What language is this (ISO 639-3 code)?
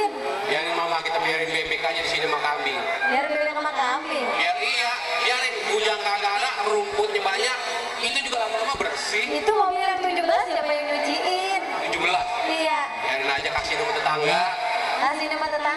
bew